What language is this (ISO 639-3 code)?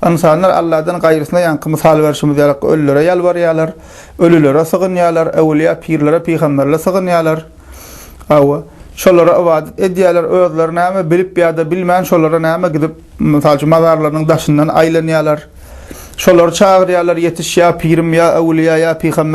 tuk